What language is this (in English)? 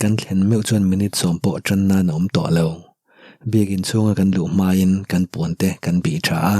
Mizo